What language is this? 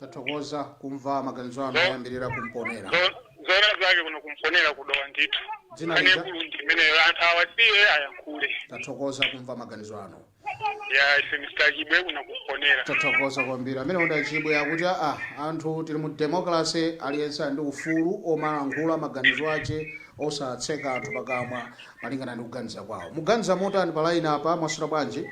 Nyanja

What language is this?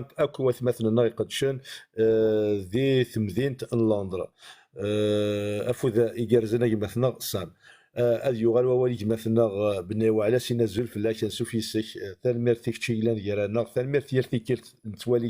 Kabyle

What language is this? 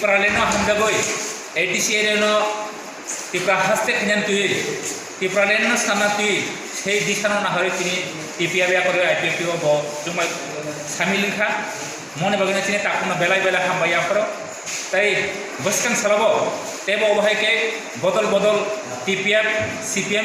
Kok Borok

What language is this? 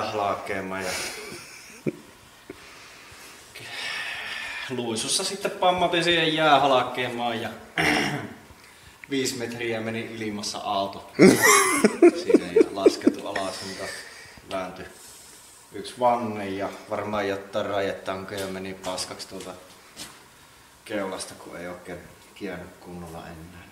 Finnish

